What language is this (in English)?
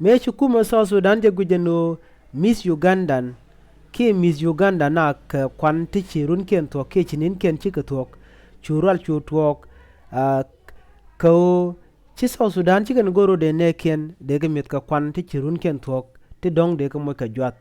Nuer